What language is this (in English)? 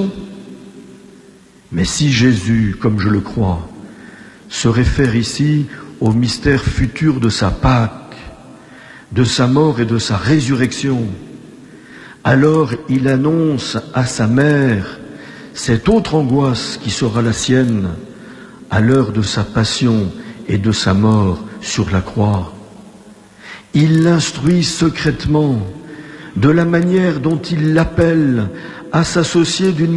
French